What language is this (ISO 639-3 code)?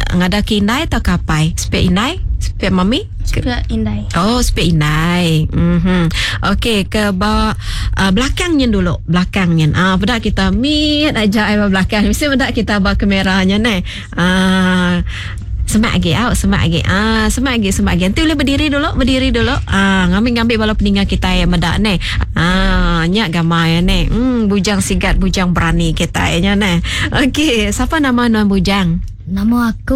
iba